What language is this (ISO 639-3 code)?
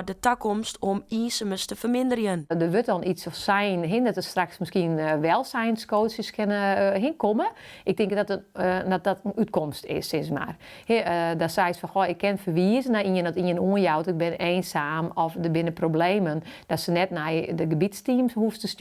fry